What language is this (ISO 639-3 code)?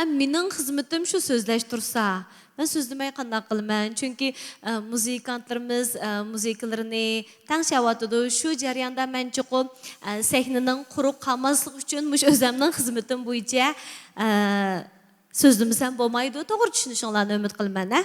uig